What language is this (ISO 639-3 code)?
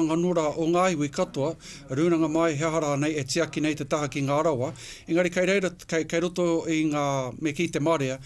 mri